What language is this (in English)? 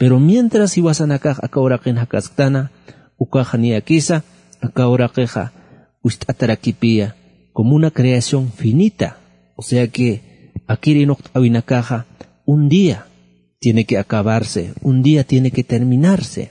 Aymara